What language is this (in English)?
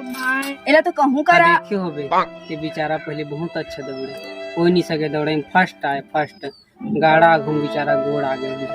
Chhattisgarhi